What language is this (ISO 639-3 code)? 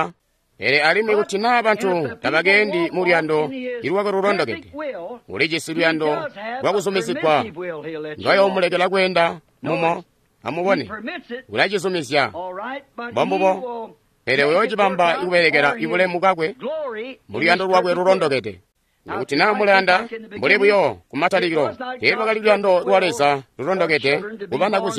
toi